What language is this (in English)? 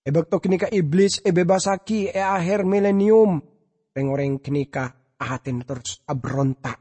Madurese